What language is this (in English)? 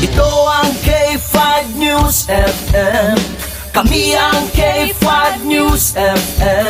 Hiligaynon